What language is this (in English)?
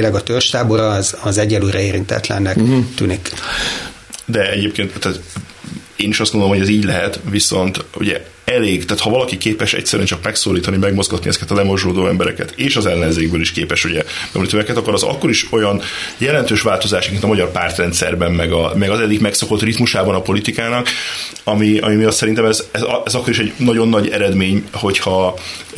Hungarian